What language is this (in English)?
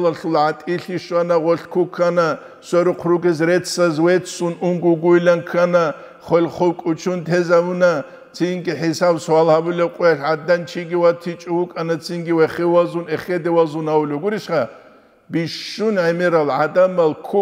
Avaric